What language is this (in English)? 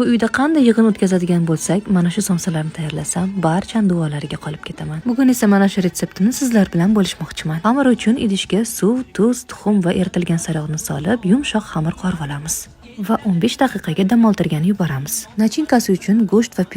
Uzbek